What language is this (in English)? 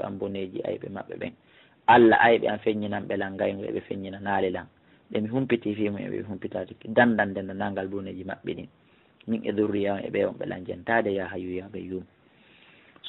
Fula